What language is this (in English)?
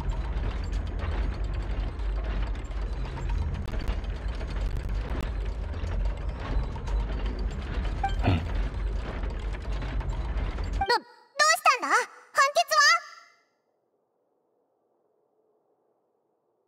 Japanese